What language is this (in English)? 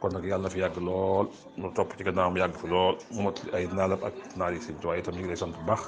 Wolof